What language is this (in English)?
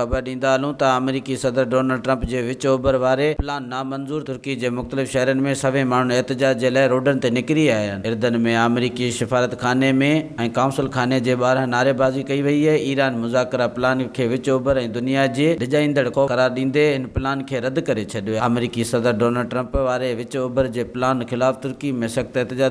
Sindhi